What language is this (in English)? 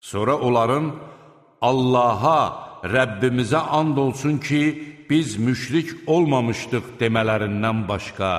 Azerbaijani